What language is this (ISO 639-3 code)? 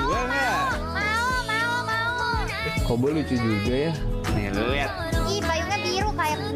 ind